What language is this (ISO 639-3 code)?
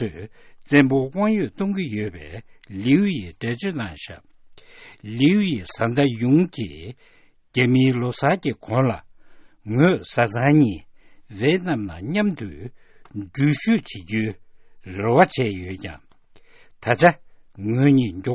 bod